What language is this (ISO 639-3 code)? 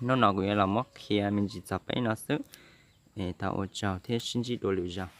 hmn